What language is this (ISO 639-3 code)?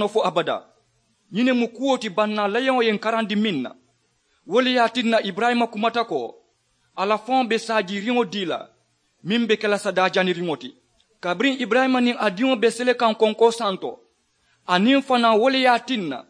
man